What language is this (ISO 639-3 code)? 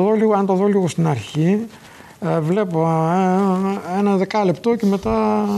ell